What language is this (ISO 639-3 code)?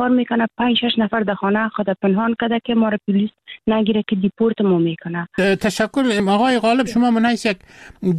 fas